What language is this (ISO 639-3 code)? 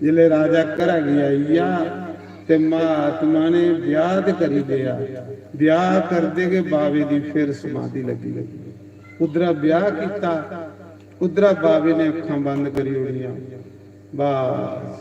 doi